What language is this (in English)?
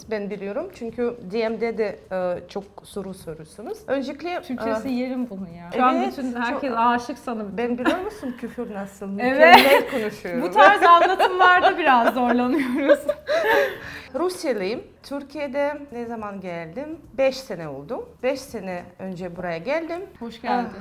Turkish